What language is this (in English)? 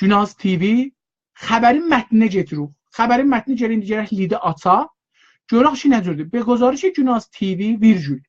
South Azerbaijani